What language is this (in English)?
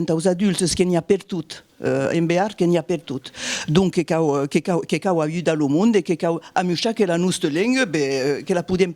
Occitan